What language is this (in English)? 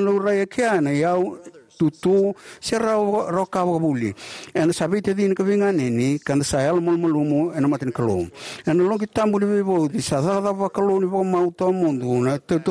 Fijian